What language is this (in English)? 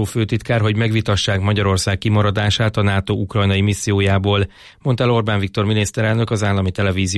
Hungarian